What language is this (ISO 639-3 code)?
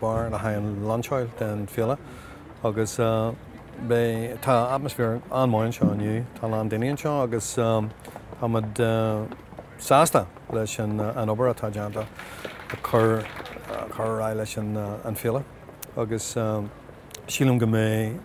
gle